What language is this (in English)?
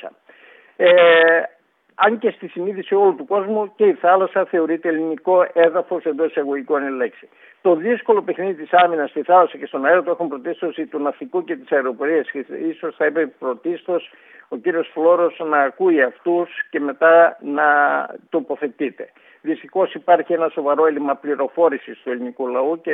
Greek